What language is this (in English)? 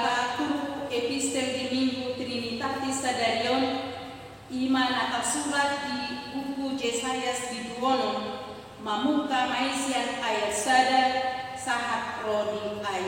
Batak Toba